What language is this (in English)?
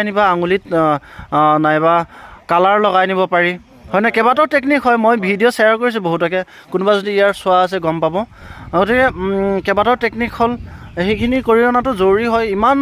Assamese